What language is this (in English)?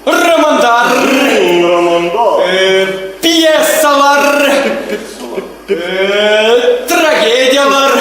Bashkir